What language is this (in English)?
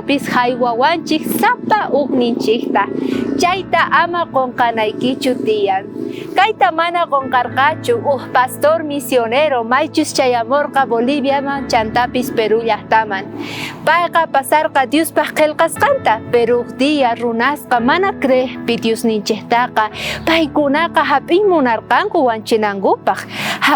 South Bolivian Quechua